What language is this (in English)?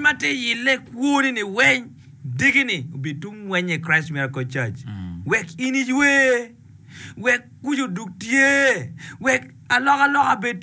Acoli